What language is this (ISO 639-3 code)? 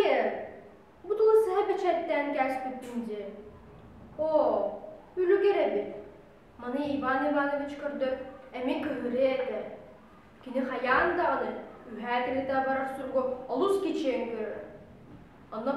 sah